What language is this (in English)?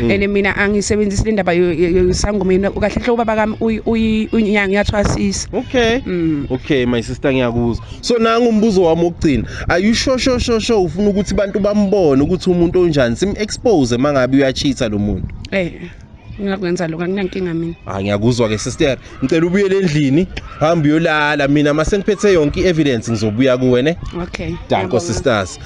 Zulu